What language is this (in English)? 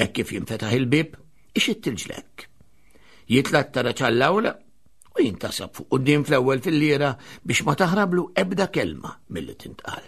Maltese